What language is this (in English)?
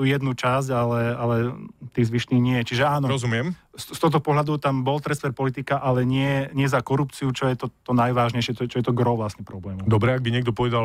Slovak